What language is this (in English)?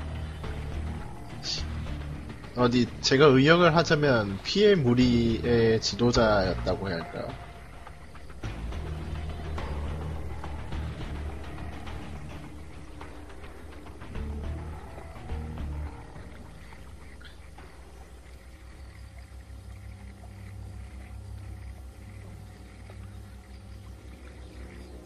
Korean